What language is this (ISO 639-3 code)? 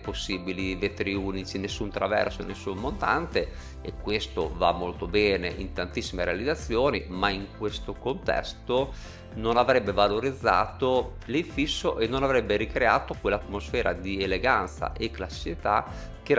ita